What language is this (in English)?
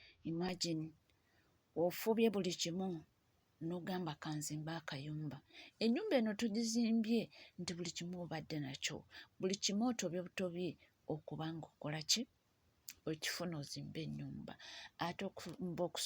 Ganda